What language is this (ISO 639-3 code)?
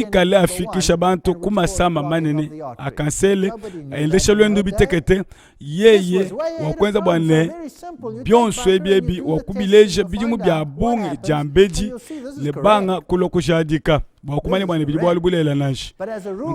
lua